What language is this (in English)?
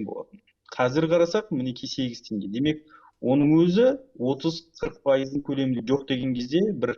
Kazakh